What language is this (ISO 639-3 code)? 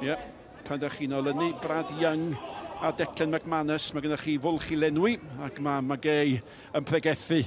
cym